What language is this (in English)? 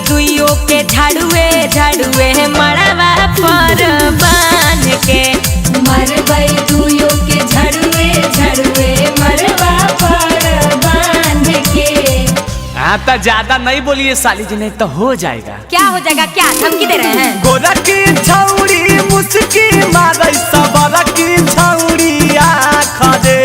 Magahi